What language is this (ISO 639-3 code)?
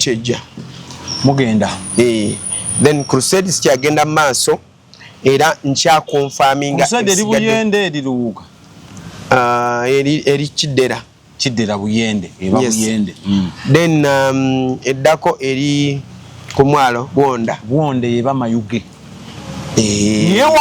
lug